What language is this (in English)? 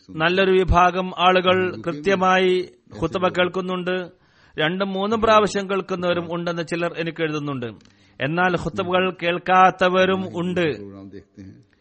Malayalam